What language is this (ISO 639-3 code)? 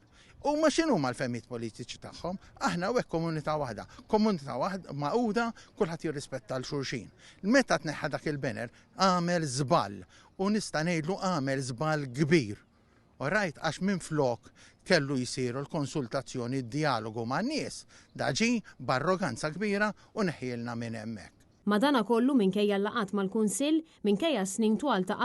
mlt